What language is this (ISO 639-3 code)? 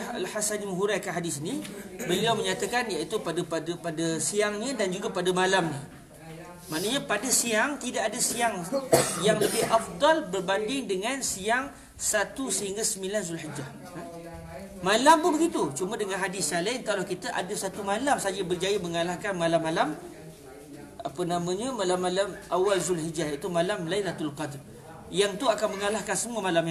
msa